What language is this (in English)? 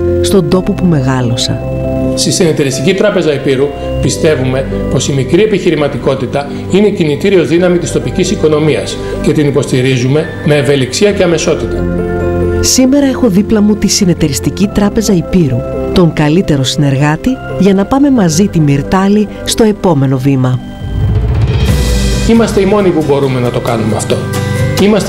Greek